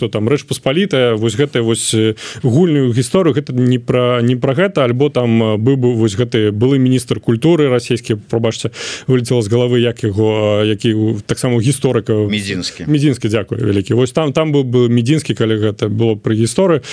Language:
Belarusian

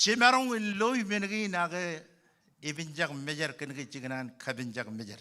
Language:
Marshallese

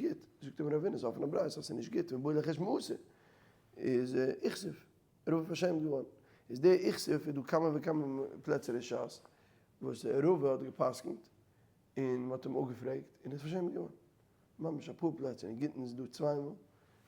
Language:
Yiddish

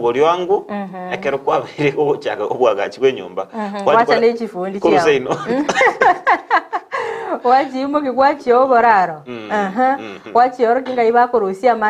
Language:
Gusii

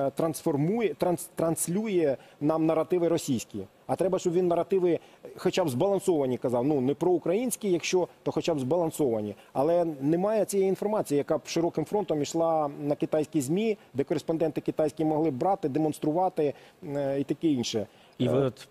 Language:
Ukrainian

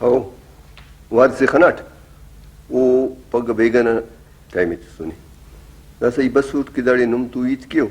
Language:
Brahui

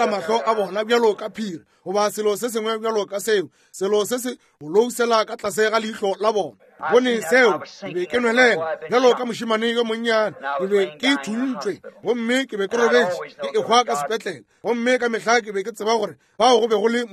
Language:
Northern Sotho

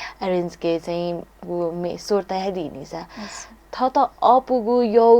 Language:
Newari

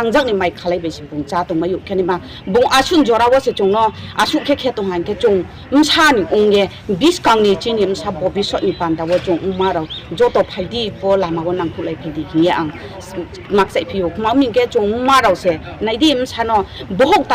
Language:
Riang (India)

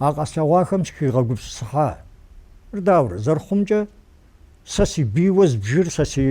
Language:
Kabardian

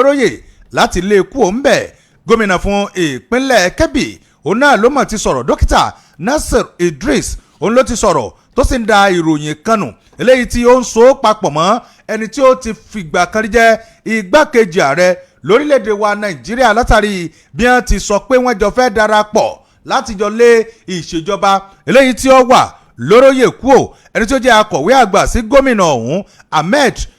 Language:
Yoruba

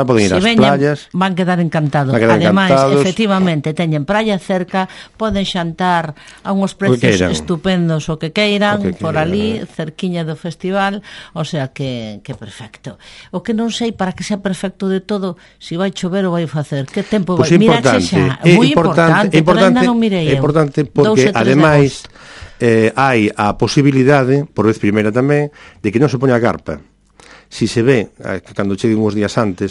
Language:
Galician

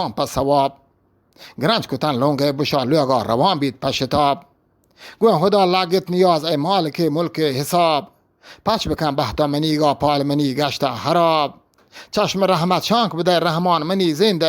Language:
Eastern Balochi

